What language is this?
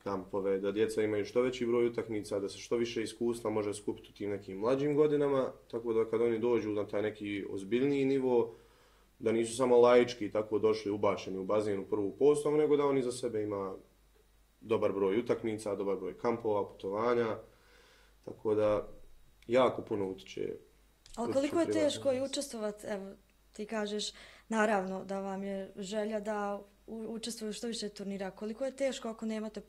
Bosnian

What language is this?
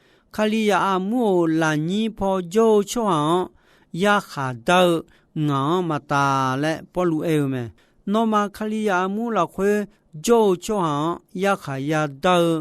Akha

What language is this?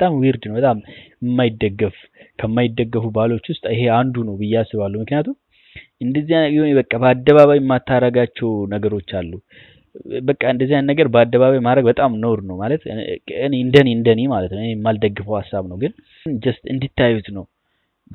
Amharic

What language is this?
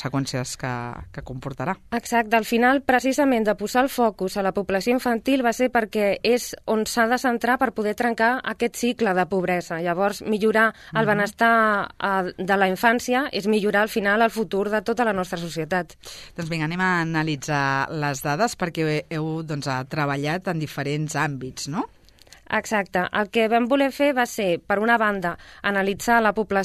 Catalan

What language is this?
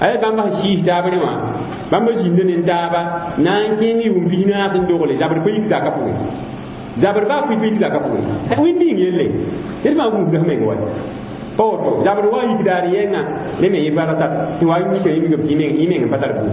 Mossi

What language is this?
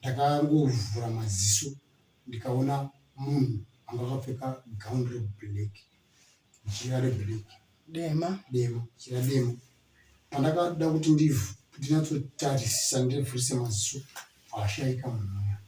Shona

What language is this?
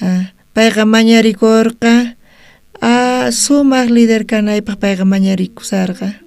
South Bolivian Quechua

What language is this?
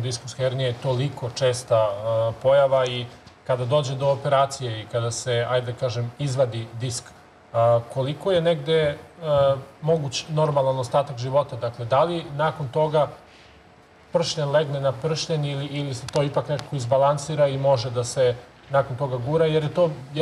Serbian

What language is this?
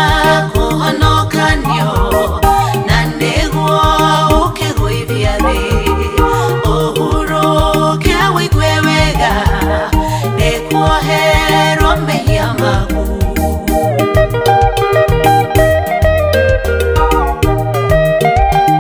Kikuyu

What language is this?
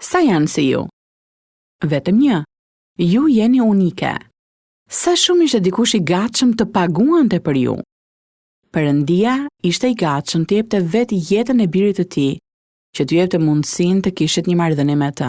Albanian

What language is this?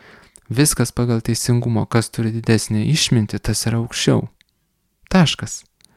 Lithuanian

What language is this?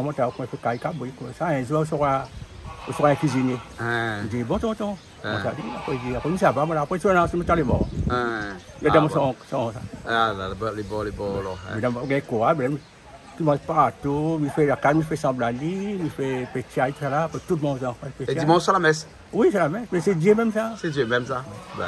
Réunion Creole French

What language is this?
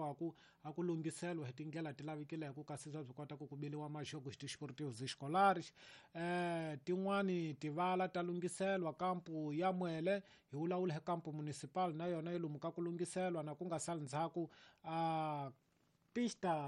Tsonga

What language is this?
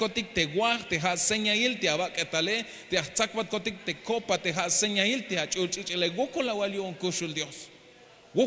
Tzeltal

